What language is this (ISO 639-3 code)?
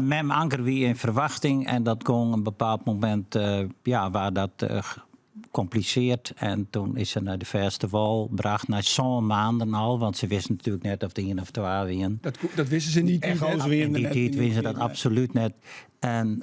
fry